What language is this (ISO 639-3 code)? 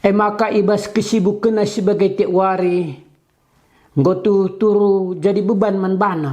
btx